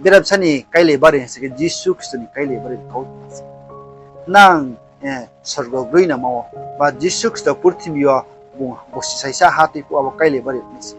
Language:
Riang (India)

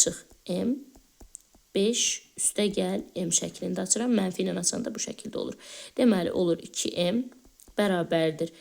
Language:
Azerbaijani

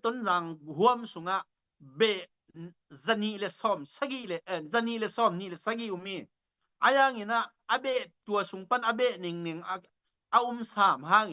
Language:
Tedim Chin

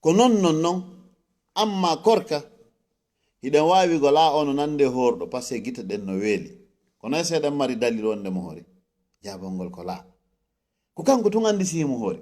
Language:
Fula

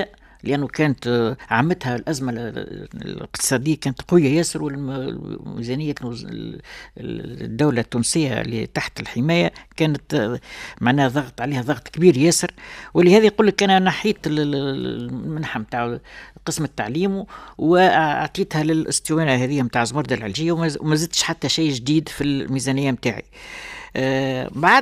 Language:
Tunisian Arabic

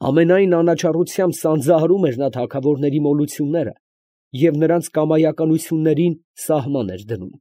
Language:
Armenian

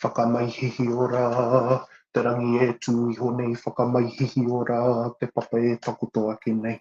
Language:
Māori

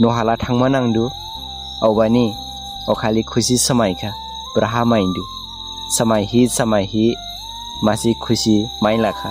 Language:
Dimasa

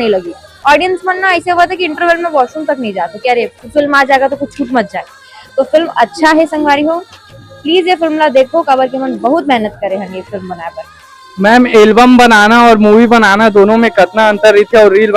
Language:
Chhattisgarhi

